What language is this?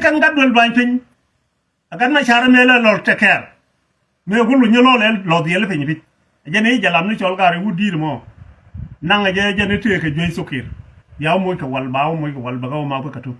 Nuer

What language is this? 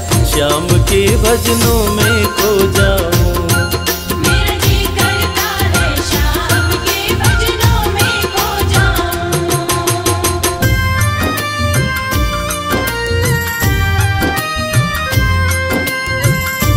Hindi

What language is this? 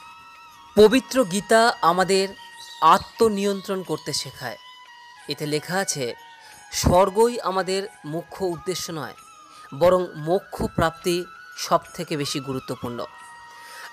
Bangla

